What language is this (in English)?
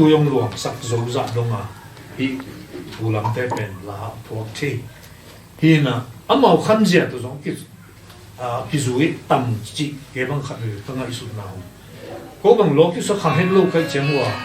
Tedim Chin